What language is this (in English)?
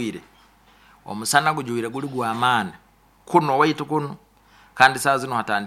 Nyoro